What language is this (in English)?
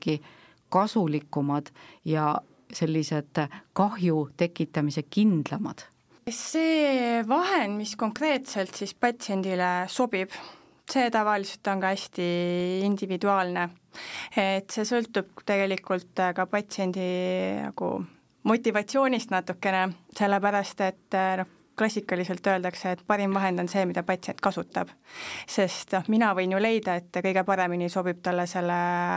Estonian